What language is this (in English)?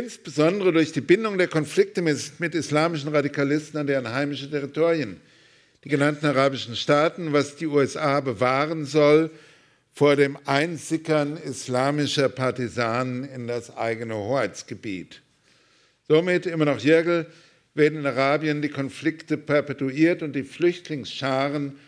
German